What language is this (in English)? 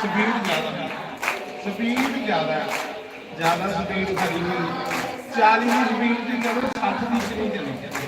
Dogri